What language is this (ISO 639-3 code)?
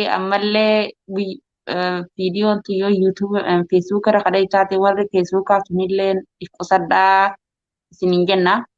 orm